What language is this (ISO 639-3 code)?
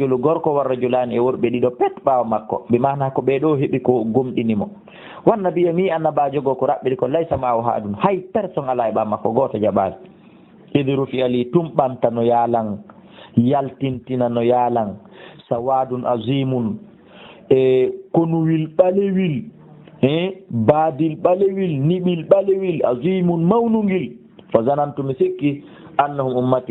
ful